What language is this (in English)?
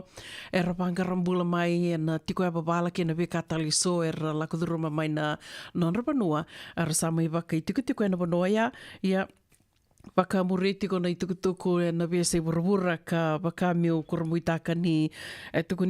Fijian